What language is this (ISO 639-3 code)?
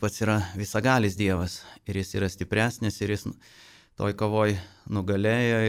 lit